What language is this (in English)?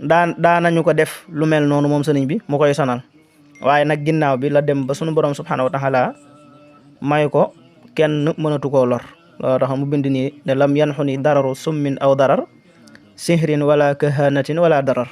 Wolof